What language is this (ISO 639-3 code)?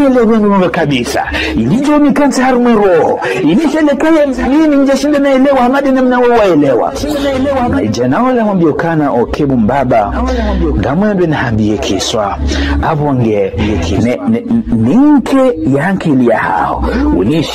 zdj